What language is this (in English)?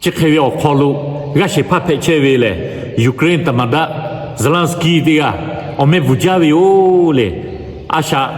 Lahu